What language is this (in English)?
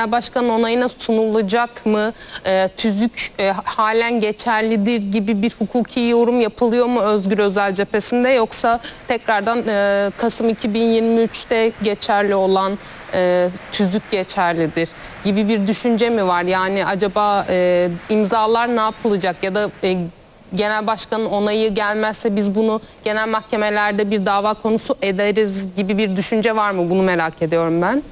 Turkish